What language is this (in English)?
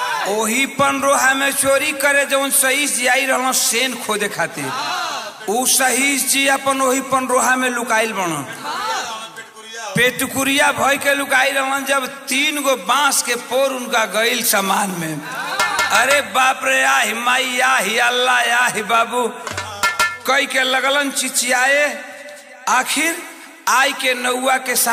Bhojpuri